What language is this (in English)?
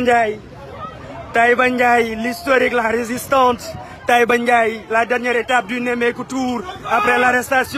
Wolof